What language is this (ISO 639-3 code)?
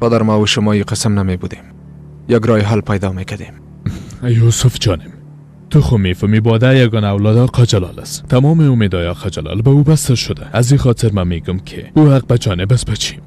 fas